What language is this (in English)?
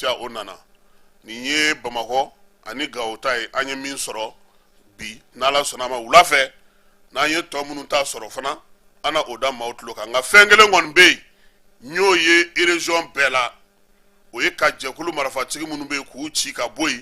Bambara